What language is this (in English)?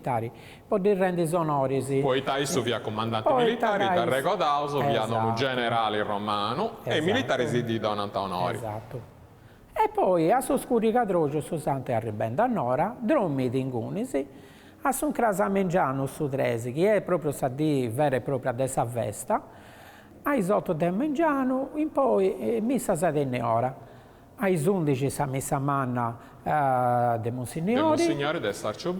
Sardinian